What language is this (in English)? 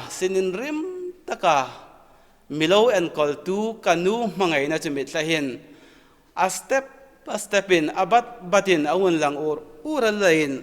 Hmar